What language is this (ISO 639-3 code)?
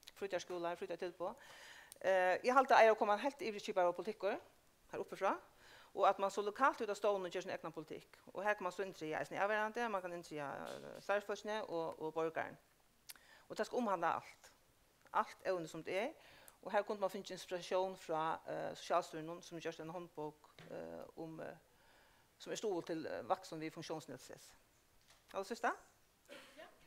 fao